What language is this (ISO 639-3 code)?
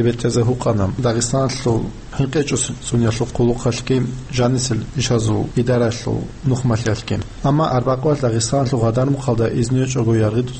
ava